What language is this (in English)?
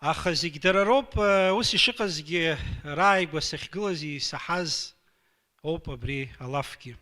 Abkhazian